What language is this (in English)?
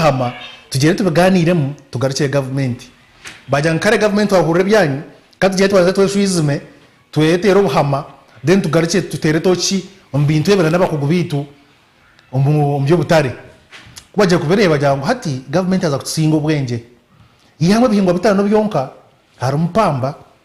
Nyankole